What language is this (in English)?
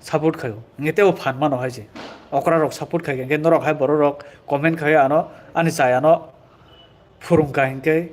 Kok Borok